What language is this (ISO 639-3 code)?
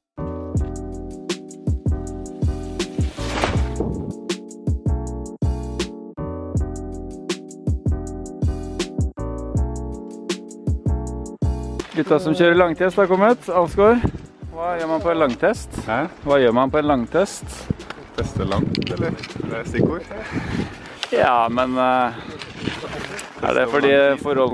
nor